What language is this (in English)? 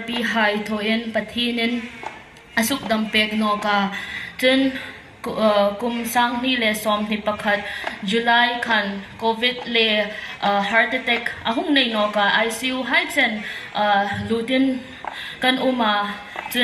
Hmar